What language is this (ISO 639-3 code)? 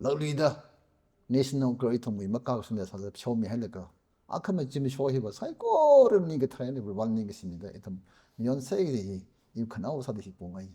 nmf